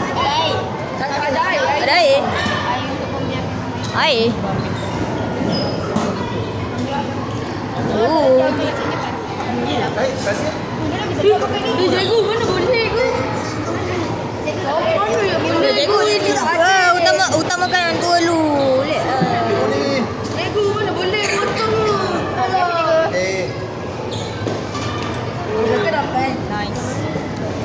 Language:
Malay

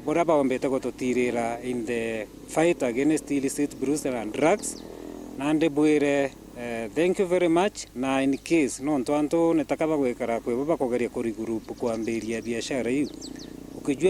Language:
Meru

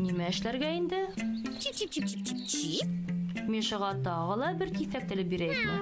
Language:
Bashkir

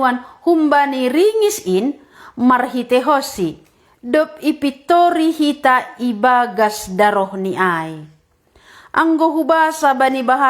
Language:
Batak Simalungun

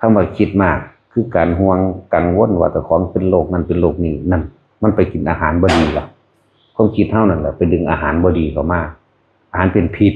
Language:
Northeastern Thai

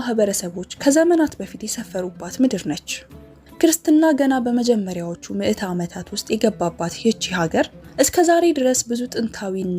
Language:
Amharic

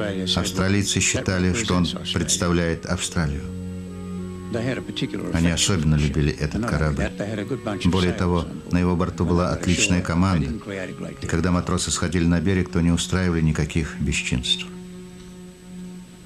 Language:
Russian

